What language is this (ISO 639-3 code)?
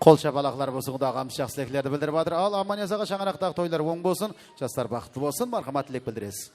kaa